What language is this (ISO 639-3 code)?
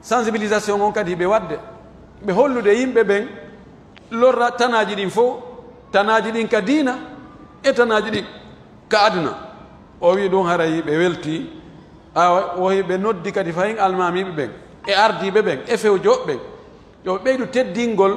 fuf